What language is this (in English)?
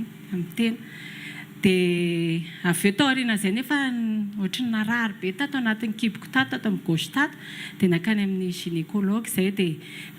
Malagasy